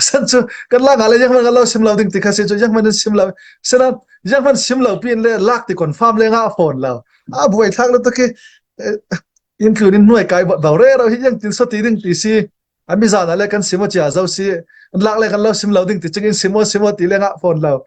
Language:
Falam Chin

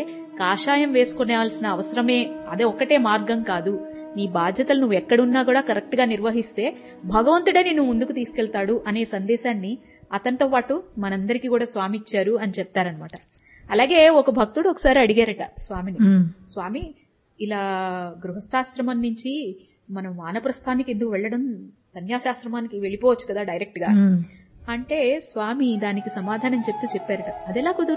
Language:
Telugu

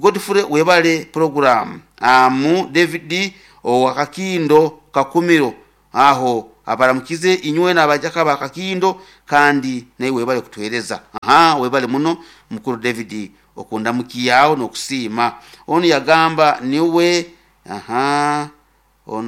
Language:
Nyoro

